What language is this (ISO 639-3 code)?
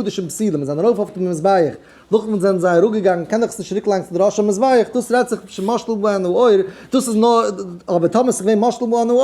yid